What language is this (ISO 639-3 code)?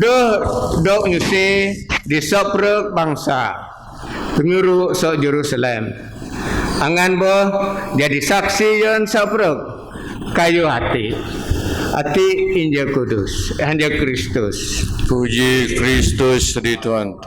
bth